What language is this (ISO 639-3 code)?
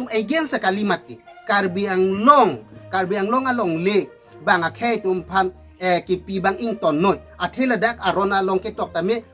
mjw